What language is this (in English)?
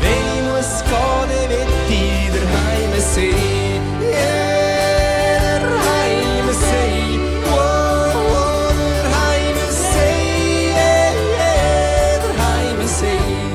Swiss German